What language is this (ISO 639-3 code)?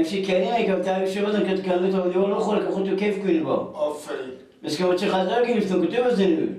fas